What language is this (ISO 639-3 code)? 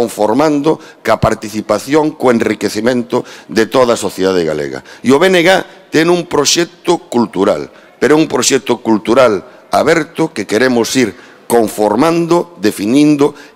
glg